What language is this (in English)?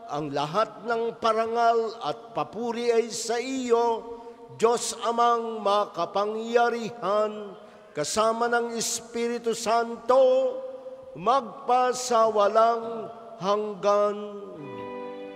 Filipino